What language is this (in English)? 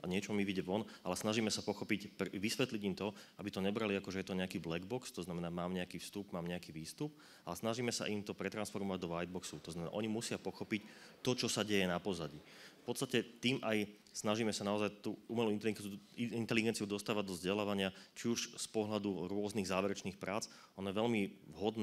Slovak